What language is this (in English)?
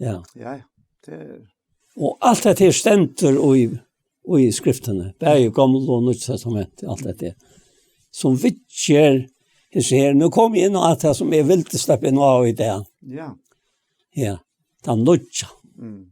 Faroese